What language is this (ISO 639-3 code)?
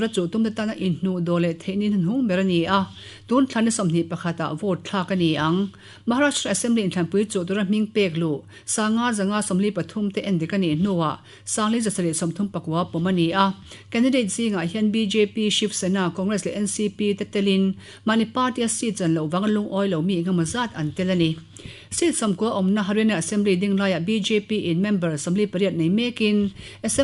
lus